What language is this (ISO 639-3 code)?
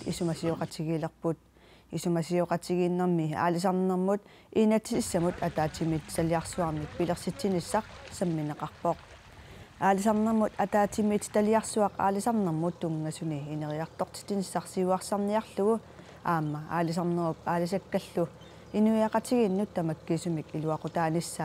kal